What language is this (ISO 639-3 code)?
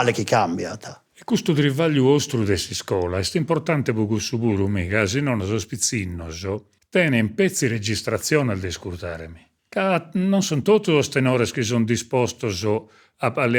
srd